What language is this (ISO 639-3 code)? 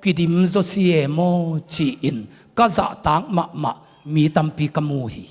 ctd